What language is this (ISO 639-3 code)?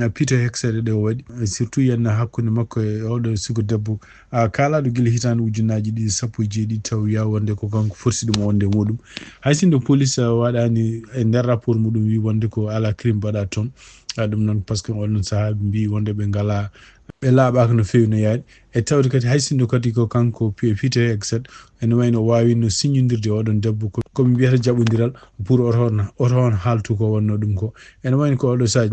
ful